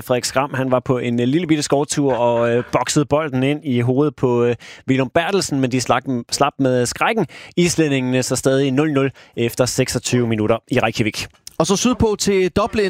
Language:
Danish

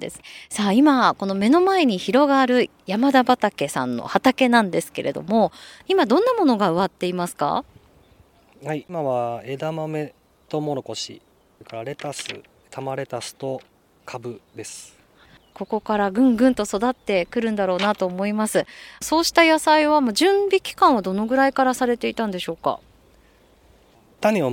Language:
Japanese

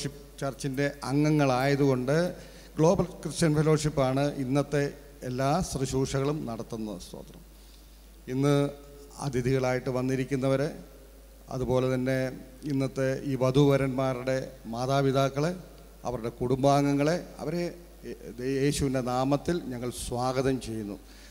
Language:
Malayalam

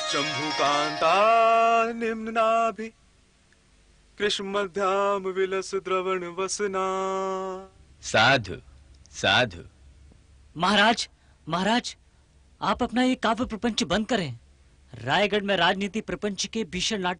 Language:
Hindi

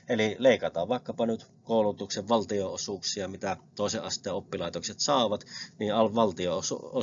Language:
Finnish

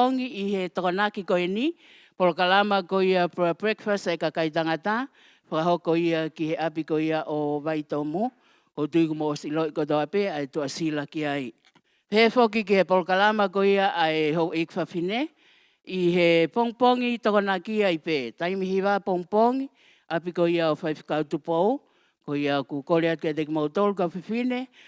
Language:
Tongan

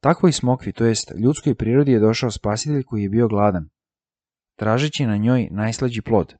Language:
Serbian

